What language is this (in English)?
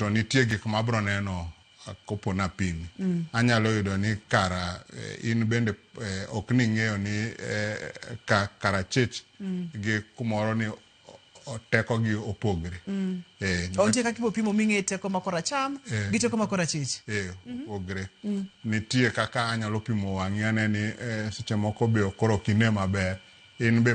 Luo (Kenya and Tanzania)